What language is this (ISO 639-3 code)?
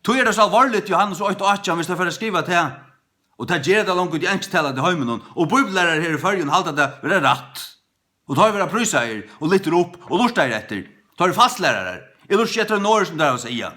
fao